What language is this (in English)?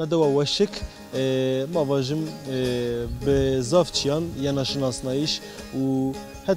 Zaza